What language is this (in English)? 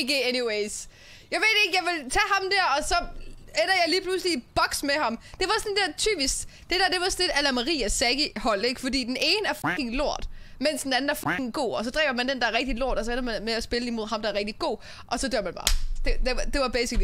Danish